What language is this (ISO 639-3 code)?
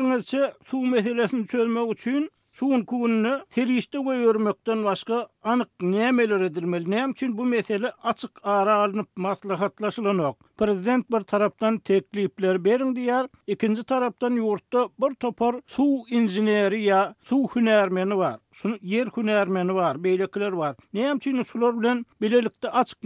tuk